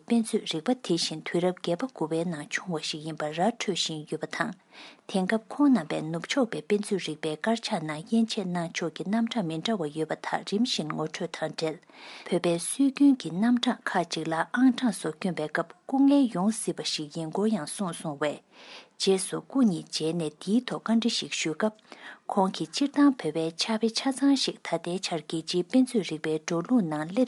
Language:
Tibetan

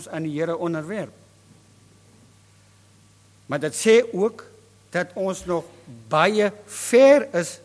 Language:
Afrikaans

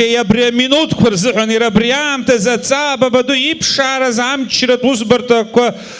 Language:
Abkhazian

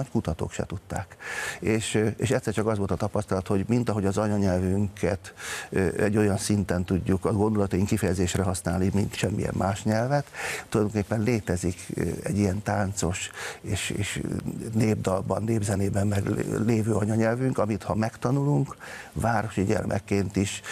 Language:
Hungarian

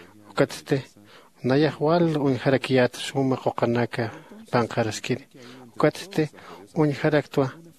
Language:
Aymara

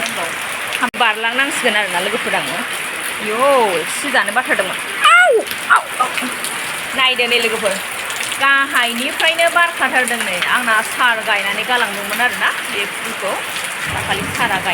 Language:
Bodo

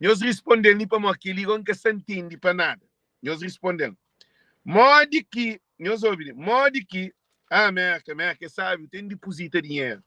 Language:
Kabuverdianu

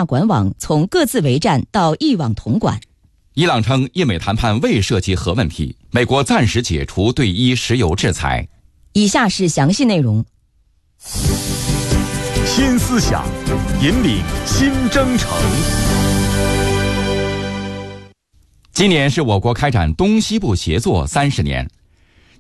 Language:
Chinese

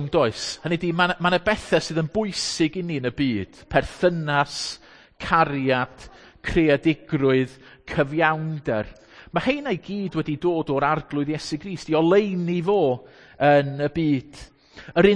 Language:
Welsh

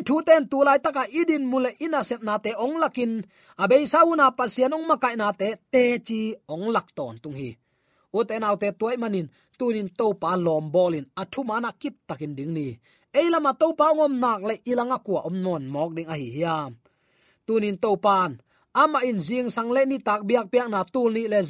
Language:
Tedim Chin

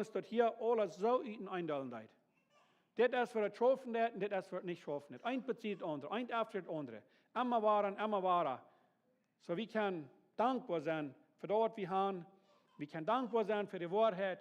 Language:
Plautdietsch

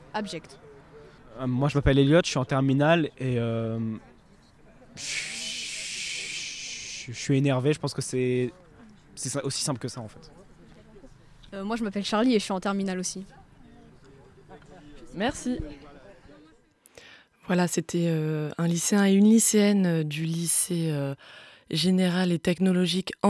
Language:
French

